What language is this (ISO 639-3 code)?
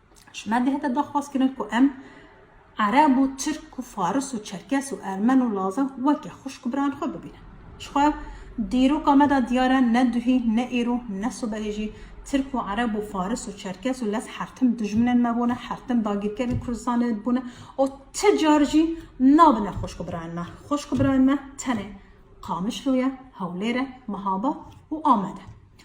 kur